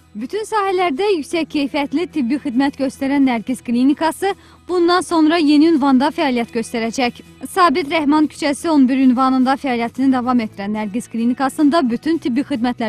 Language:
Azerbaijani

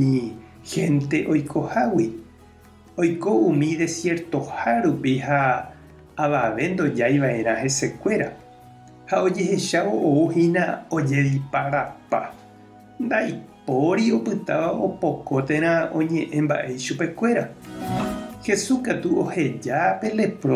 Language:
Guarani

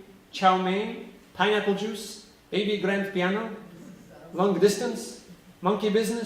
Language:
Yiddish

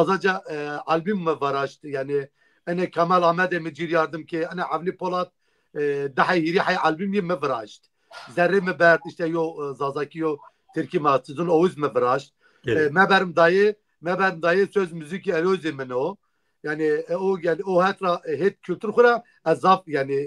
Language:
Zaza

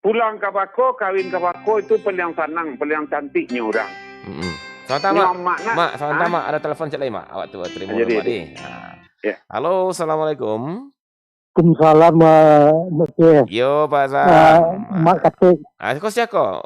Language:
Minangkabau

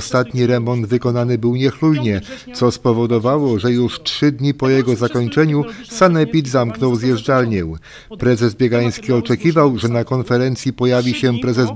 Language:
Polish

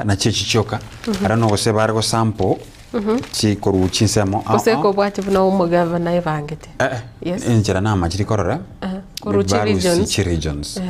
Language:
Gusii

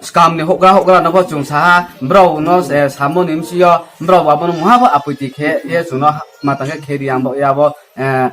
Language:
Riang (India)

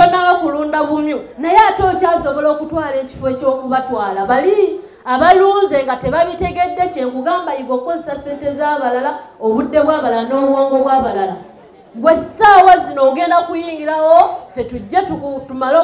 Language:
Ganda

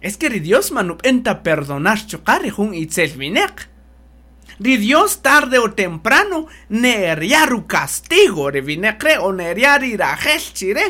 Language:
Kaqchikel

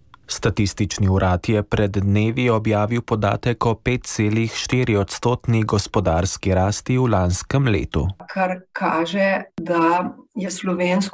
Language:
Slovenian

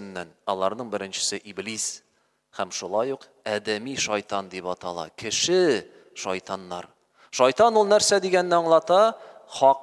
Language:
Tatar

